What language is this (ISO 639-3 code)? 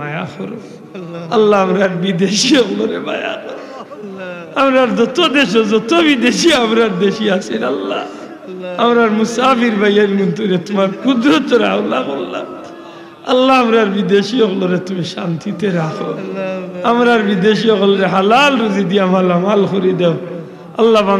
syl